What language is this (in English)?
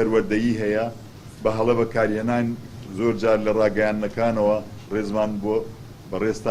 Central Kurdish